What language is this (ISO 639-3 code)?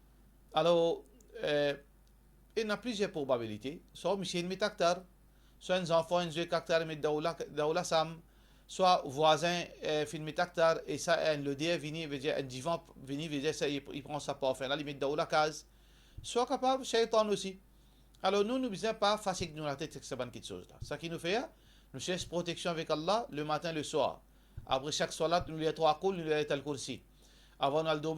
mfe